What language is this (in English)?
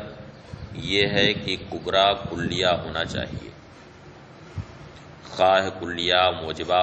Urdu